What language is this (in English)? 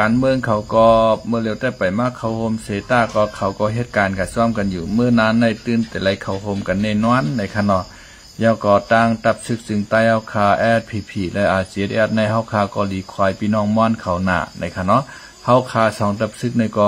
Shan